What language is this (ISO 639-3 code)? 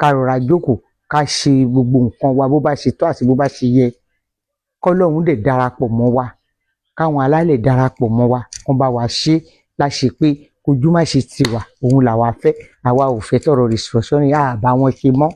yor